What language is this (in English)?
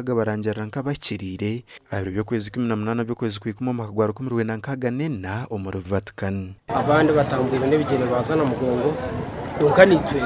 Nyankole